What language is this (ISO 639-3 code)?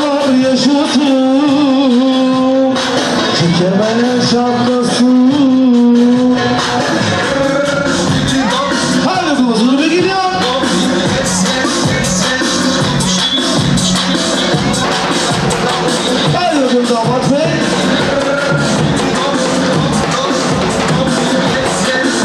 tur